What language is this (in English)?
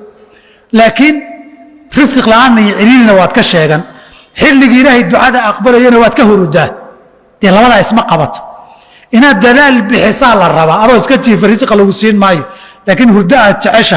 Somali